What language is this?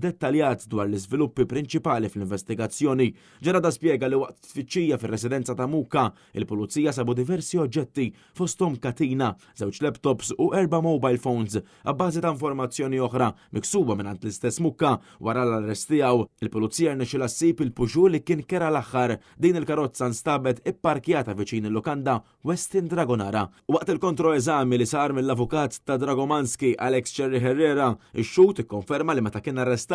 Maltese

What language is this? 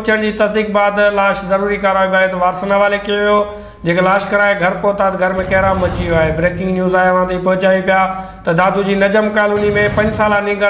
Sindhi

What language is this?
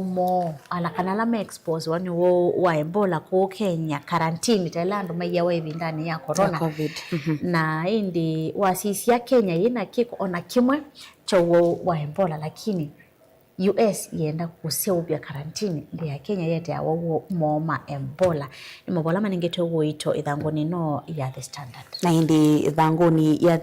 Kamba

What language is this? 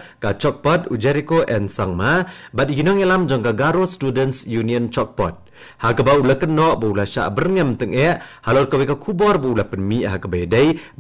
Khasi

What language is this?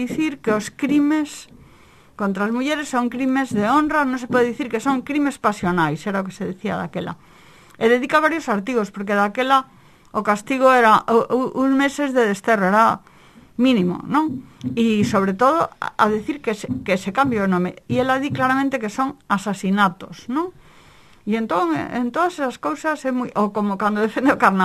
Galician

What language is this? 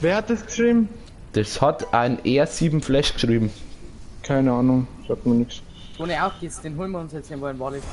Bavarian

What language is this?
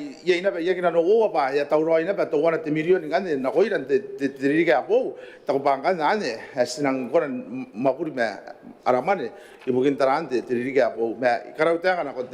Gilbertese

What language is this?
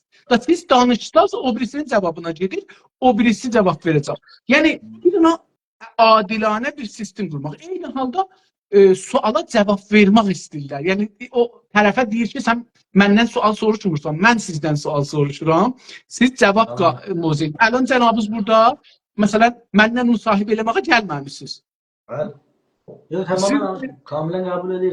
South Azerbaijani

